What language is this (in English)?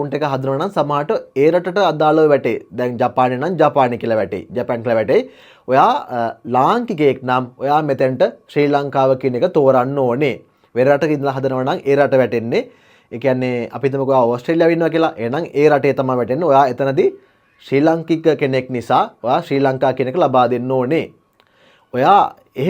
Sinhala